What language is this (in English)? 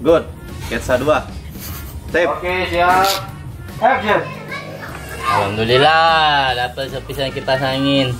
Musi